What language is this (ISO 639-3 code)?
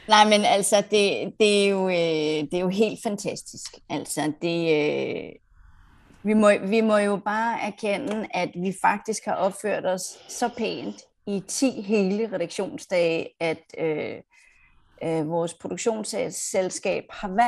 dan